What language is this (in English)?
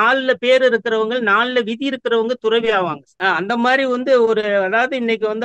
Tamil